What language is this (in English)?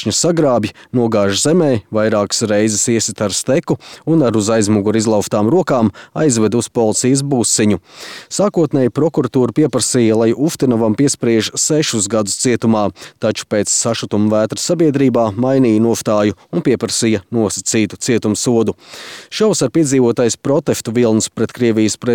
Latvian